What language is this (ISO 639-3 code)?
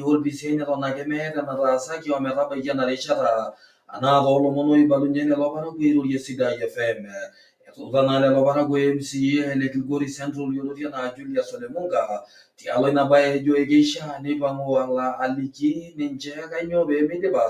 mas